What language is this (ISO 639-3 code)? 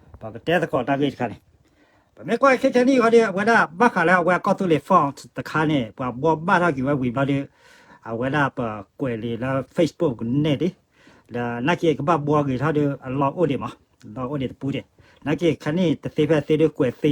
ksw